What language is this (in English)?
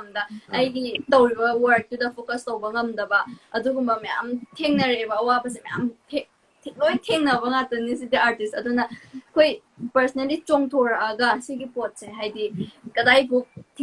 Manipuri